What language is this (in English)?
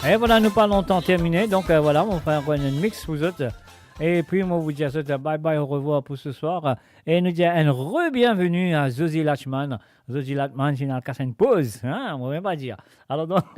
Morisyen